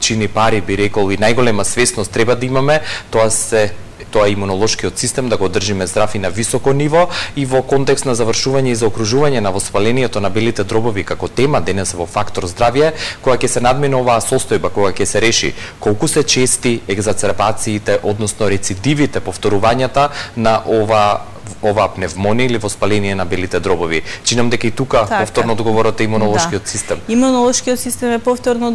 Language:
Macedonian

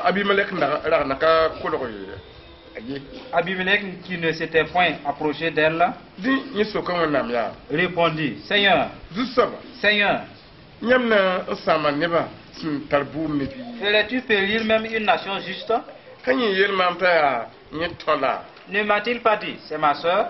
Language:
Mossi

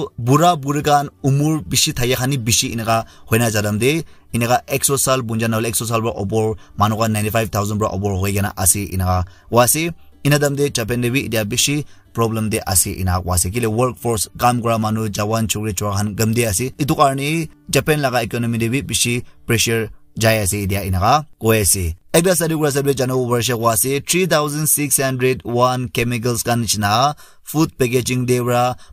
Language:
Naga Pidgin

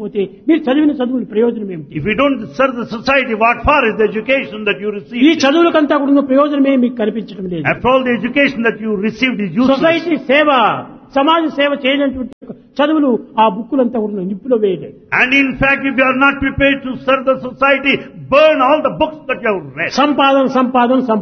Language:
Telugu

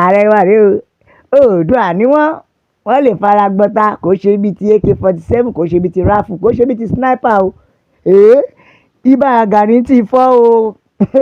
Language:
Yoruba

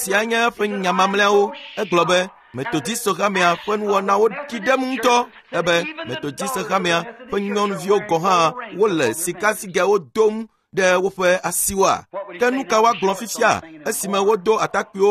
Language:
Ewe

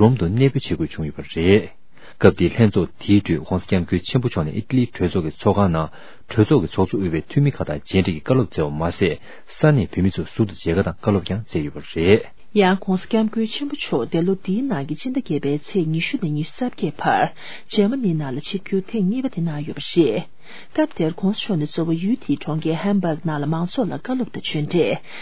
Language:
Tibetan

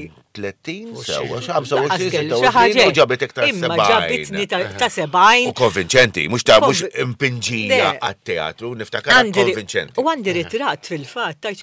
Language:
Maltese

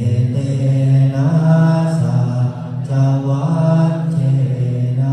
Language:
Pali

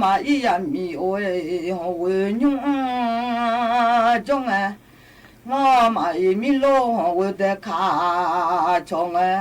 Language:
Akha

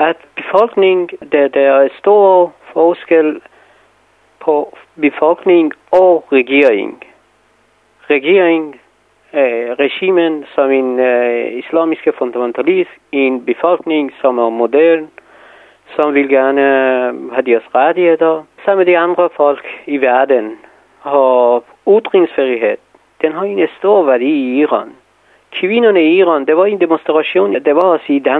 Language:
Danish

